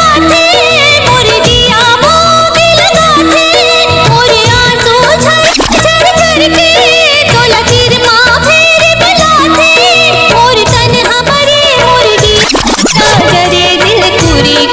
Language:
Chhattisgarhi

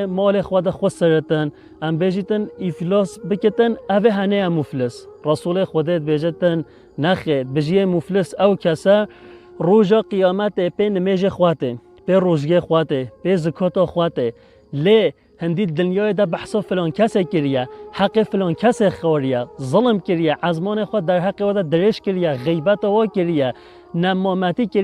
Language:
Kurdish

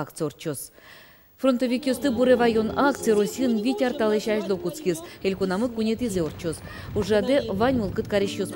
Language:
Udmurt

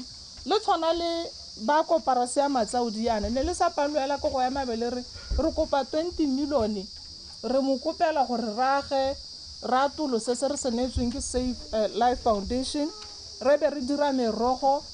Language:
Tswana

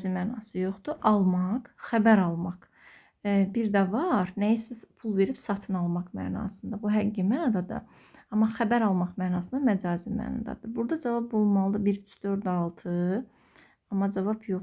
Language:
Azerbaijani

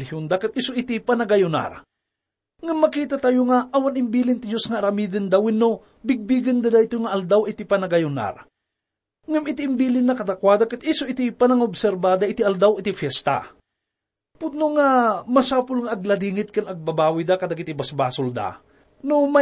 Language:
Iloko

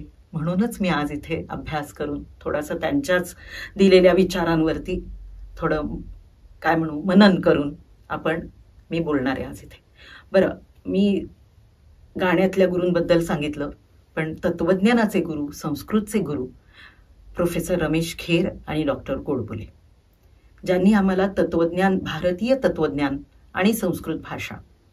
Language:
Marathi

